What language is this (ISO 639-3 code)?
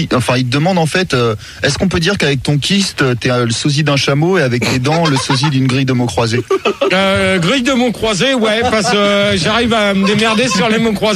fra